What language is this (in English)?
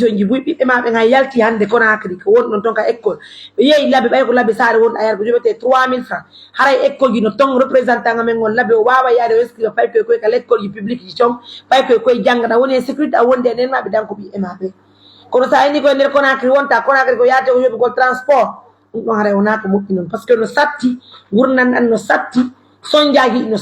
Pular